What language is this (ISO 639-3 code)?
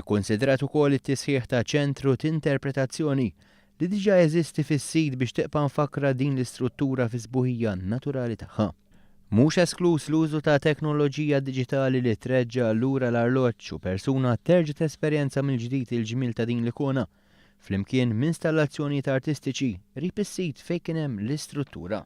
mlt